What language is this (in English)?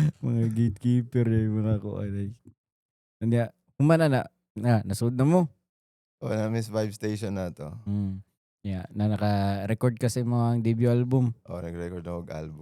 Cebuano